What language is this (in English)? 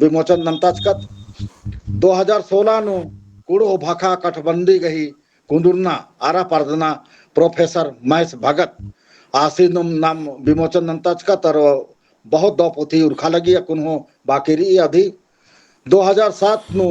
Kurukh